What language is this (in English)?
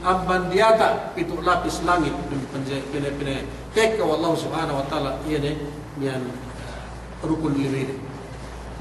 Yakan